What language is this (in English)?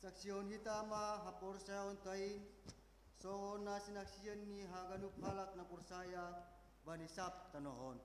Batak Simalungun